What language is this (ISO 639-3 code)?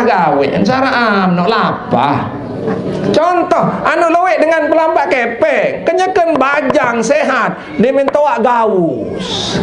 sas